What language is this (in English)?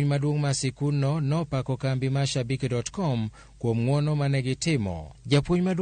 Luo (Kenya and Tanzania)